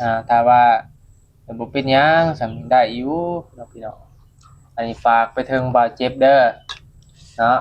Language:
Northeastern Thai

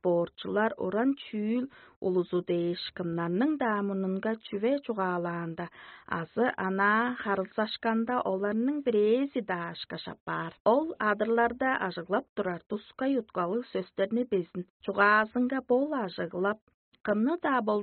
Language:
Tuvinian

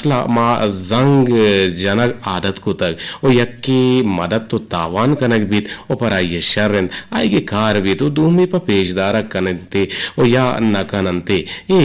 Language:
Eastern Balochi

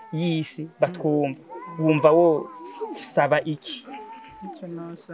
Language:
Rundi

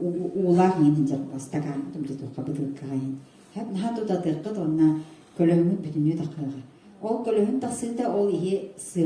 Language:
Yakut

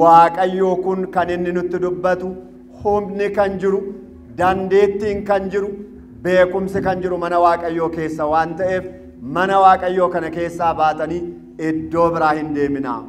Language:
Oromo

